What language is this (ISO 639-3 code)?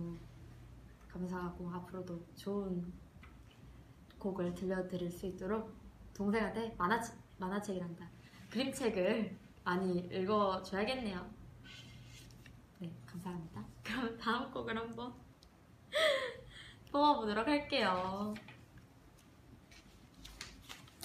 kor